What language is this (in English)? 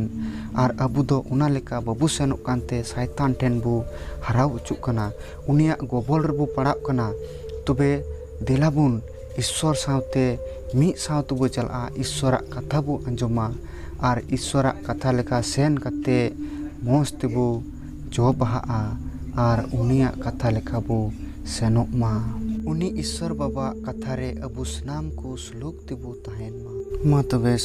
Santali